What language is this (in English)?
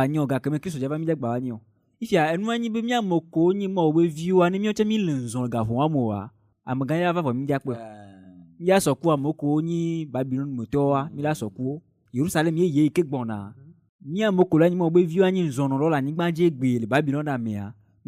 Ewe